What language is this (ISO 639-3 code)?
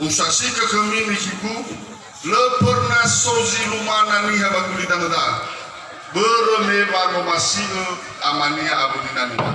nia